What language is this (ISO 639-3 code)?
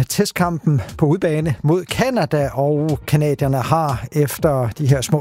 dan